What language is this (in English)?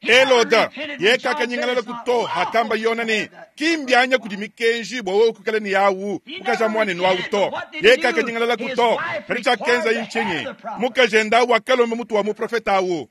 Luba-Lulua